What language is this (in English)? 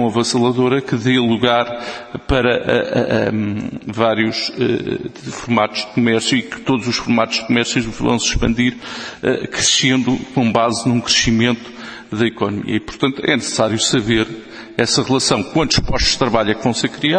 Portuguese